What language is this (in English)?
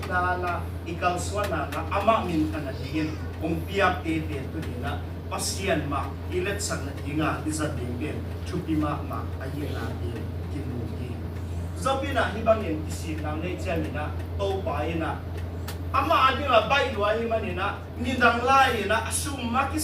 Tedim Chin